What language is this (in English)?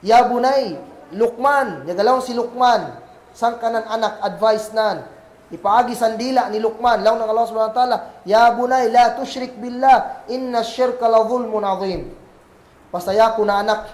Kagan Kalagan